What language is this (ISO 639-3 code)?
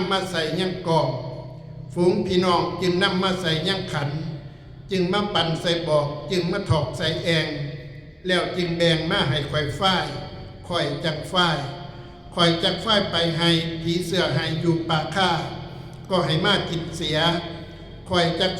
tts